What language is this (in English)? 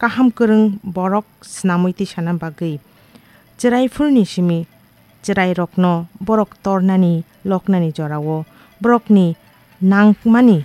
Kok Borok